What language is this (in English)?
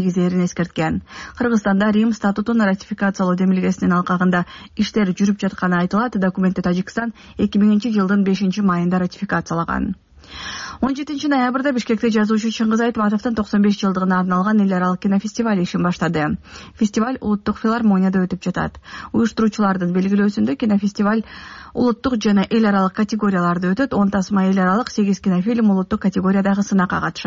Kyrgyz